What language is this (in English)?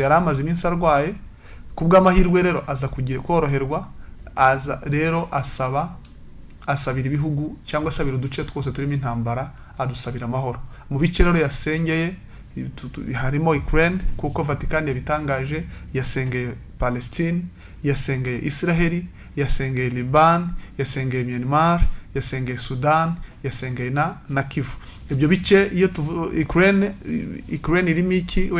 Kinyarwanda